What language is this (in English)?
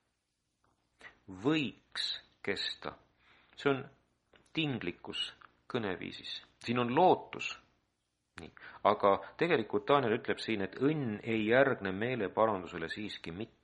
Estonian